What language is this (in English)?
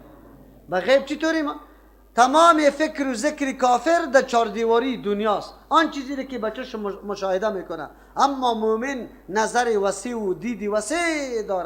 Persian